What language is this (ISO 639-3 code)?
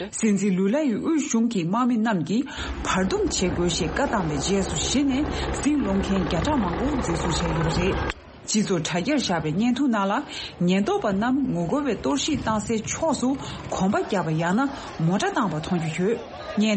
bod